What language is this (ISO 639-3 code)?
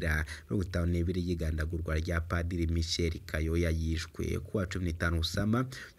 run